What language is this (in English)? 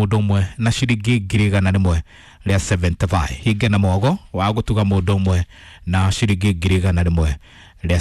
Kikuyu